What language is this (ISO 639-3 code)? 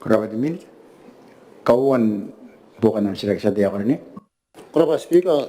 gil